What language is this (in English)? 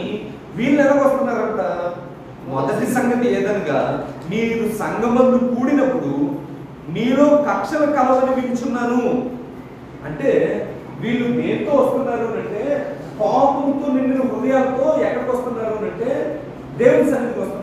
Telugu